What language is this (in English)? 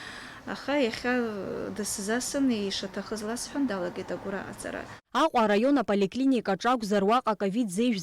Abkhazian